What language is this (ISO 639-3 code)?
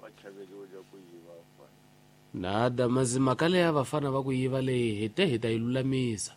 tso